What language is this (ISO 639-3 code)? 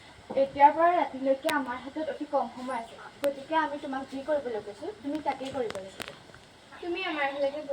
asm